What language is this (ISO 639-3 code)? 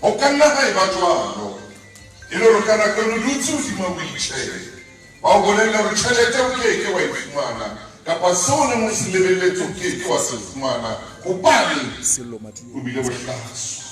sot